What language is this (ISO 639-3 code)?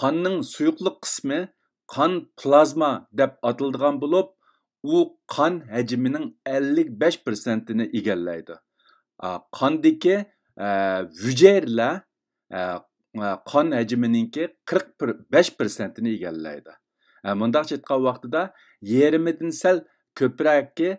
uig